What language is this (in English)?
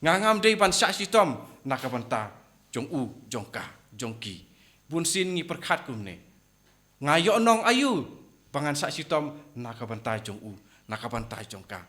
Khasi